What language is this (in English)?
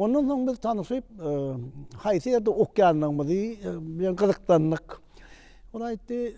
Turkmen